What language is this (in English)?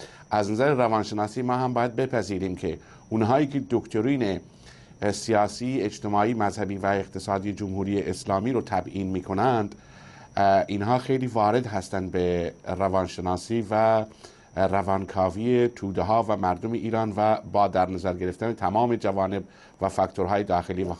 Persian